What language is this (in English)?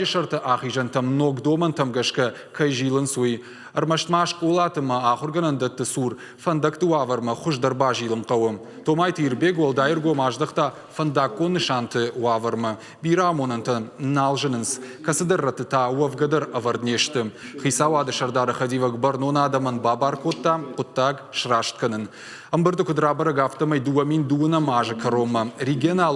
Ossetic